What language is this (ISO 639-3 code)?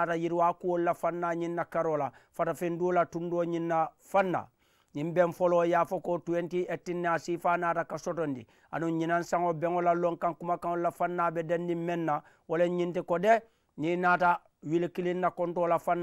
man